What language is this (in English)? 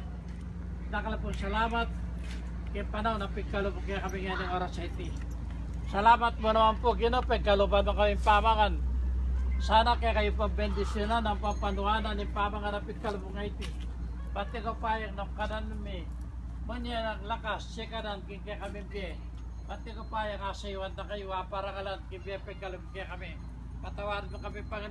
Pampanga